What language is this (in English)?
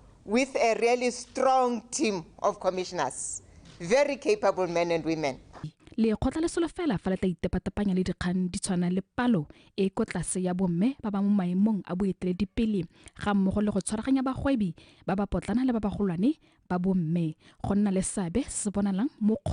Tswana